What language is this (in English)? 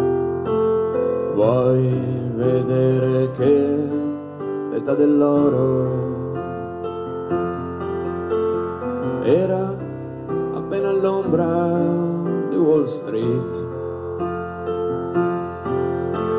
Italian